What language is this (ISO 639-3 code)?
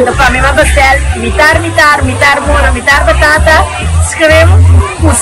pap